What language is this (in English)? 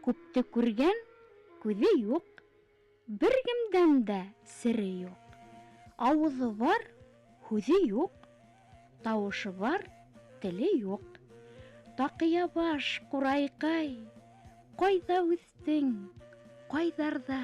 Bashkir